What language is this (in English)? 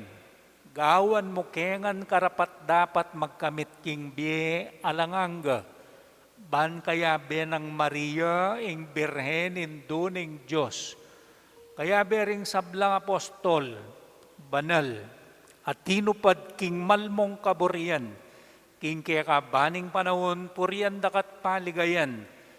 Pampanga